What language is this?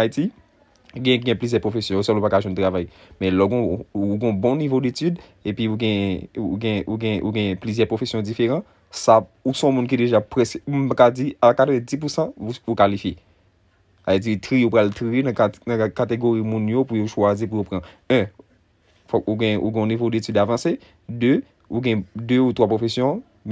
Haitian Creole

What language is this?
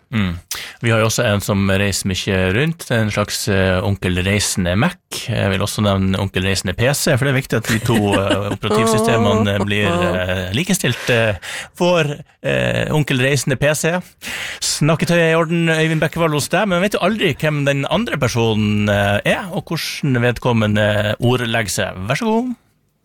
Norwegian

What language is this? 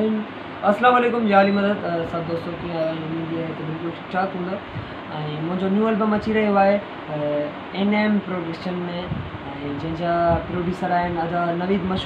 Sindhi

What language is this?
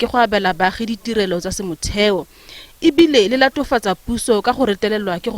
Tswana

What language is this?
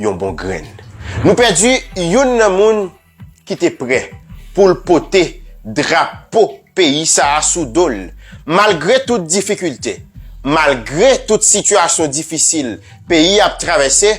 Haitian Creole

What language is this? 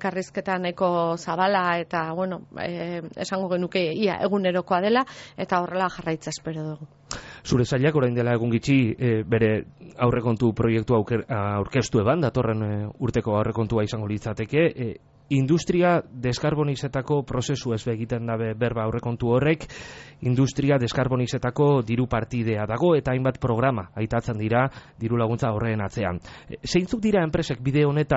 Basque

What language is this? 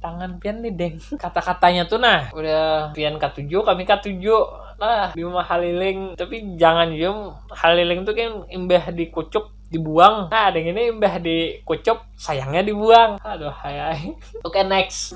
Banjar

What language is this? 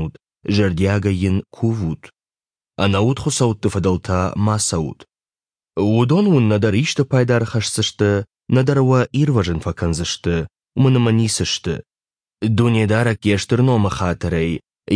Ossetic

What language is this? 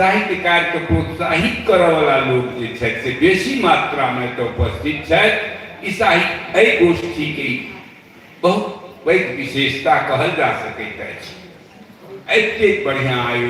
Maithili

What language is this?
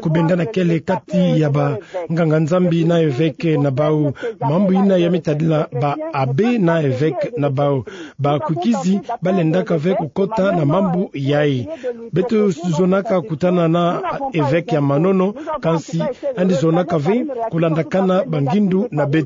Kituba (Democratic Republic of Congo)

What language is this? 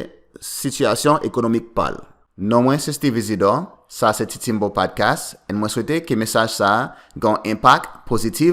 Haitian Creole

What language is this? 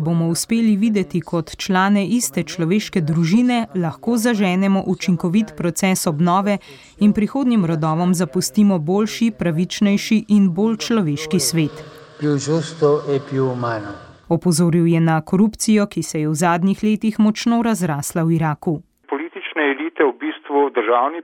Slovenian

